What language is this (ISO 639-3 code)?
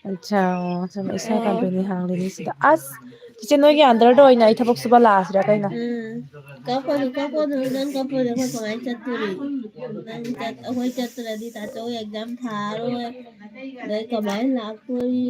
mni